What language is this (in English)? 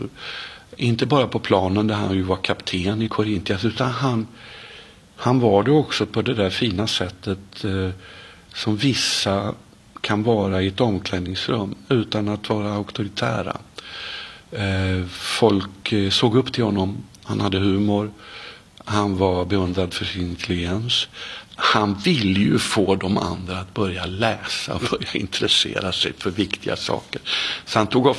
Swedish